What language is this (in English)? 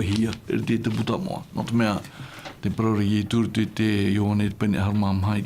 Tahitian